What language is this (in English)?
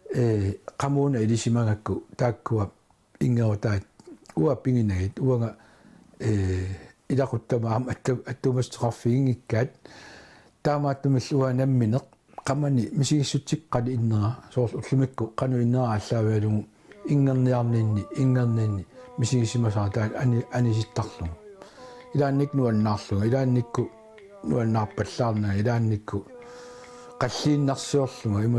Kalaallisut